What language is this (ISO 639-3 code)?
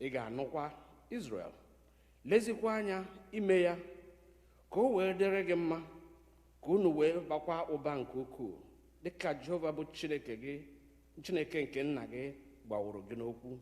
ibo